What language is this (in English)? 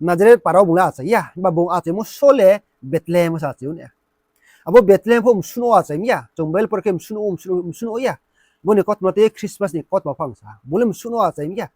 Riang (India)